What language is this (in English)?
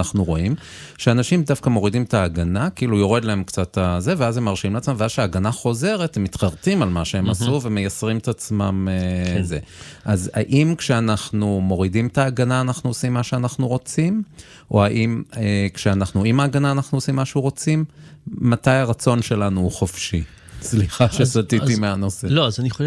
Hebrew